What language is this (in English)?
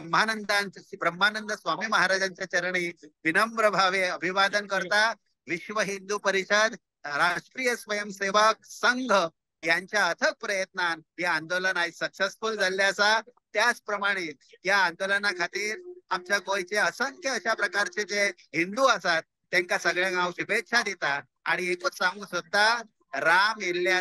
Konkani